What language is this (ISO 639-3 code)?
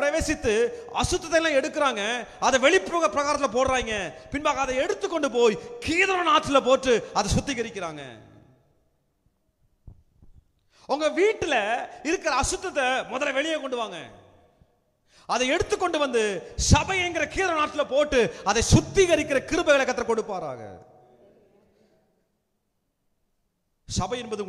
tam